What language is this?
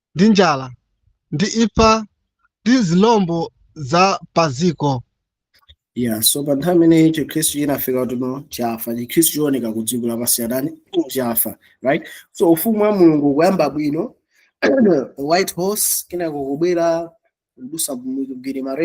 Nyanja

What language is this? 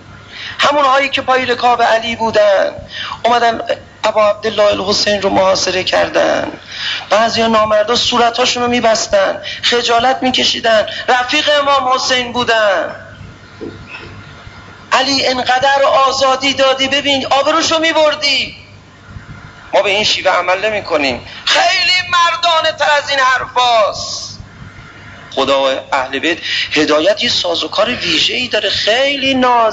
Persian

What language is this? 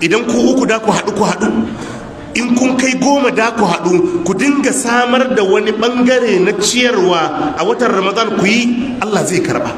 Hausa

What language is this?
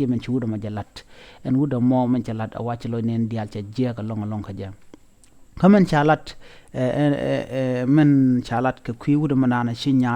Nuer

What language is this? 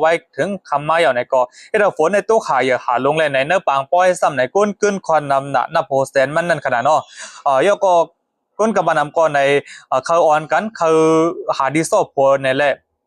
Shan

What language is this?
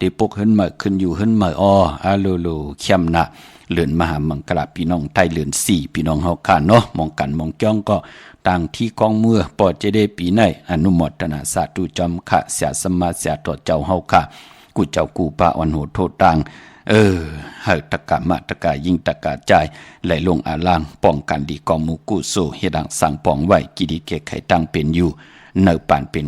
Shan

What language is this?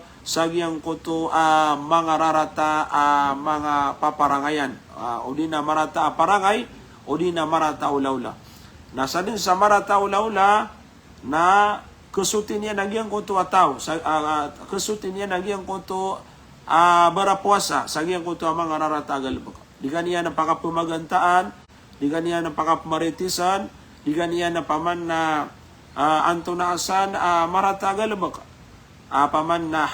Maranao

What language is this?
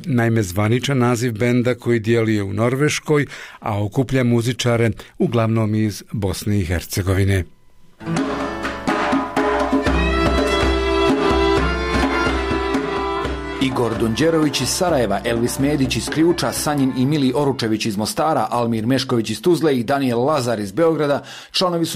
Bosnian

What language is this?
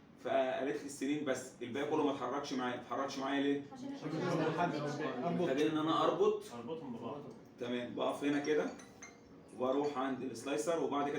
Egyptian Arabic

